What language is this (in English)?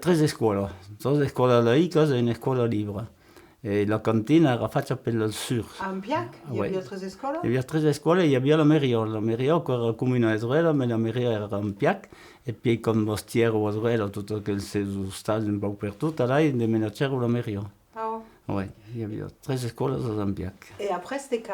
Occitan